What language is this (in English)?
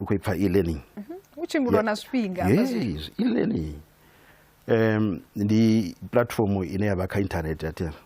Venda